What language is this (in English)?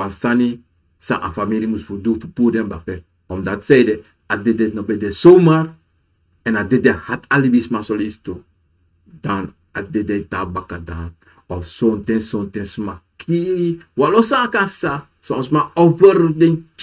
Sranan Tongo